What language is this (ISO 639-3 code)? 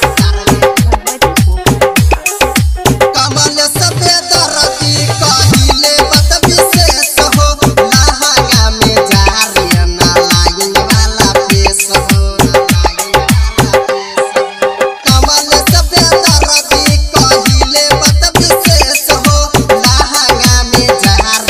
bho